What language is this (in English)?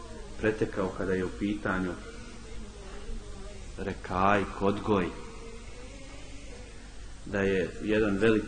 Bosnian